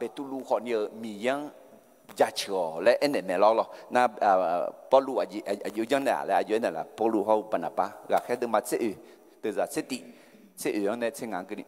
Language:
Akha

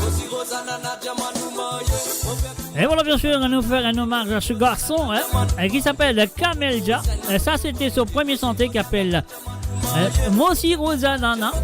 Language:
Morisyen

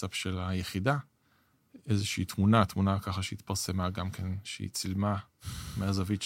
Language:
Hebrew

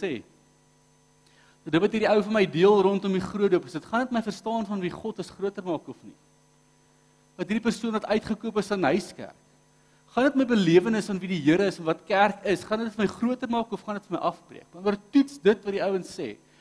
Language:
Afrikaans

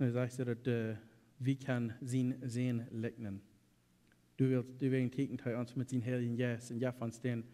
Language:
Plautdietsch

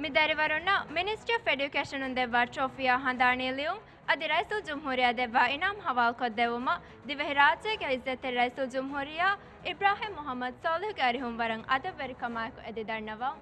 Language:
Divehi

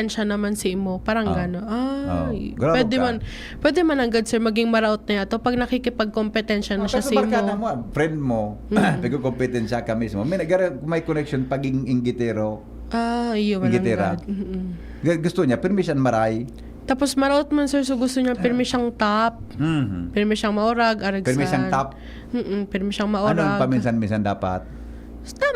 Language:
Bikol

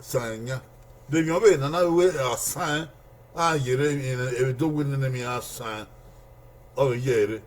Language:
Bini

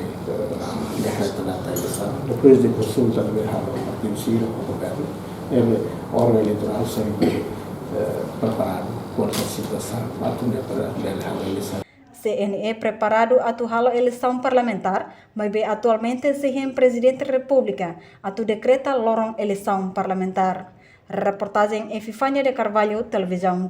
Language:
Tetum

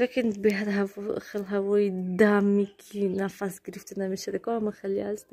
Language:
Tajik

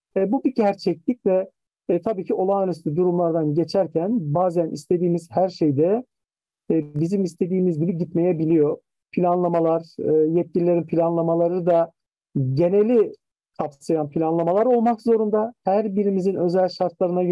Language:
Turkish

